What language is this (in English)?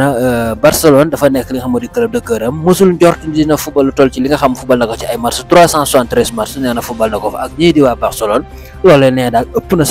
Wolof